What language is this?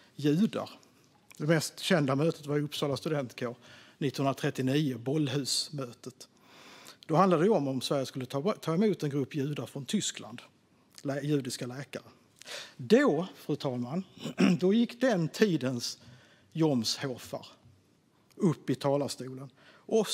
Swedish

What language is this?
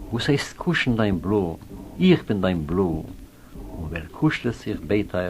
Yiddish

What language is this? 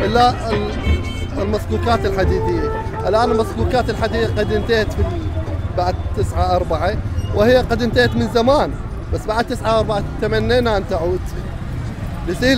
Arabic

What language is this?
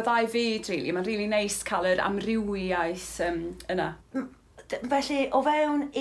Welsh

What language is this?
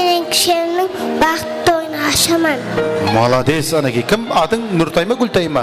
Kara-Kalpak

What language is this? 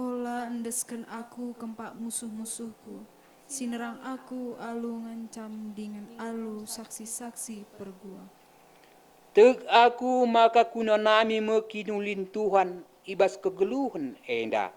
Batak Karo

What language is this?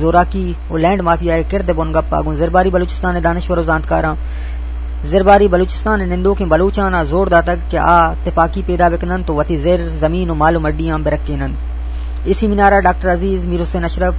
Eastern Balochi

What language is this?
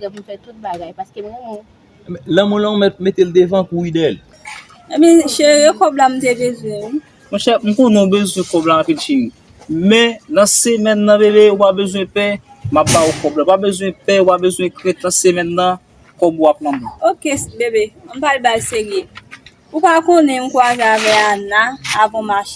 Haitian Creole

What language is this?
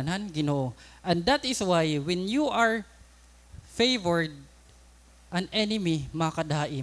Waray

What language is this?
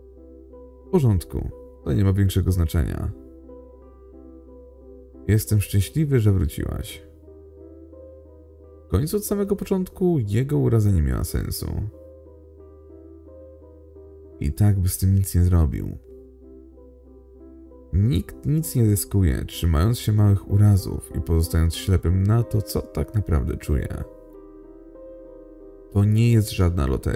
Polish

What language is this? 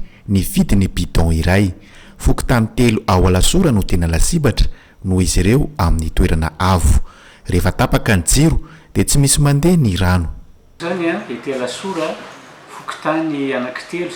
Malagasy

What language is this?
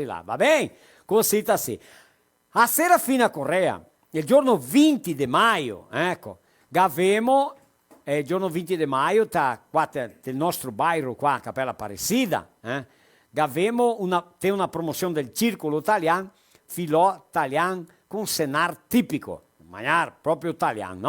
Venetian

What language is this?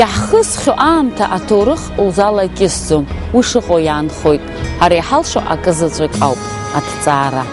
Abkhazian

